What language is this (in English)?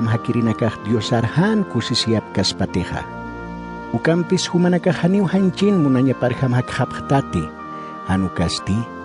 Aymara